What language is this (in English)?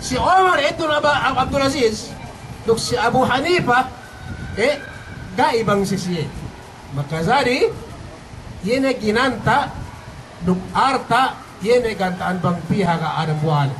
Yakan